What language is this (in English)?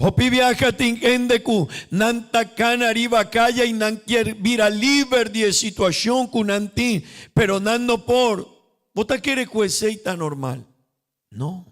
Papiamento